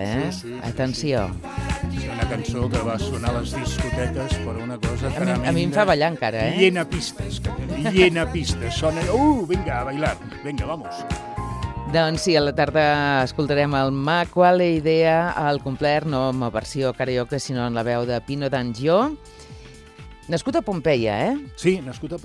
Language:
Catalan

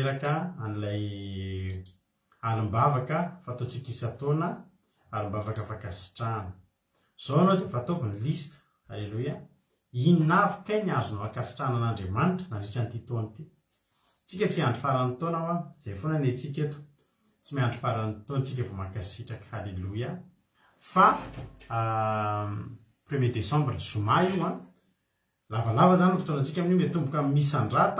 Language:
Malagasy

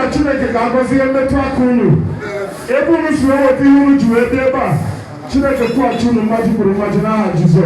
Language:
Igbo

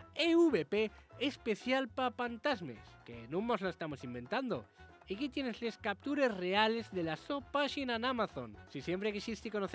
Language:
Asturian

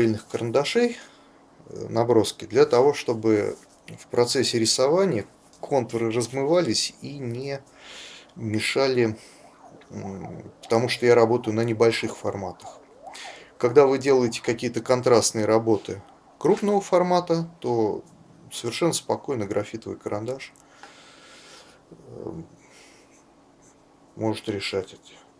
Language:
Russian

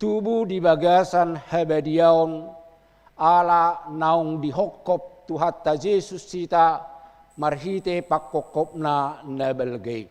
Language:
Batak Toba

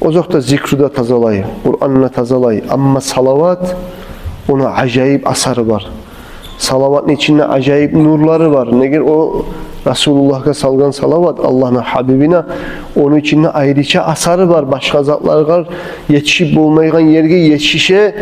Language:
Kumyk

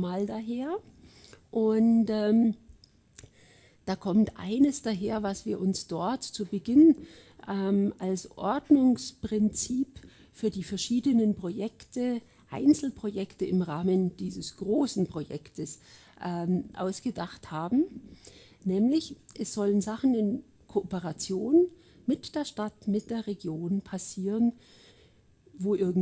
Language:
German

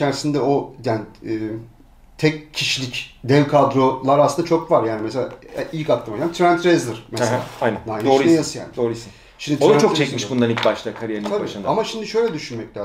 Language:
Turkish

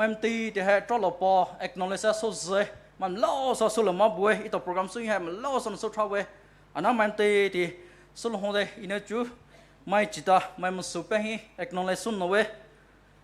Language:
Poumei Naga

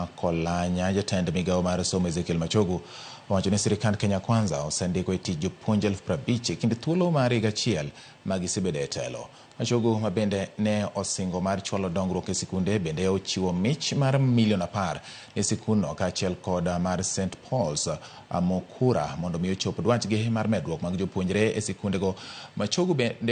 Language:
Luo (Kenya and Tanzania)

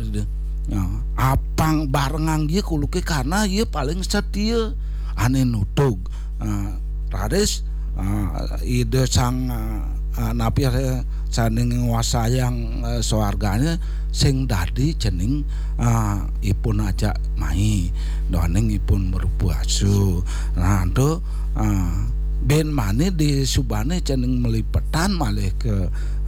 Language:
Balinese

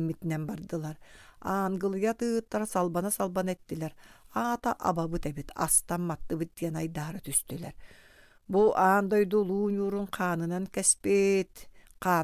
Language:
Yakut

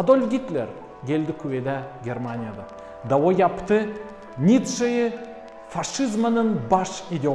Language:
Gagauz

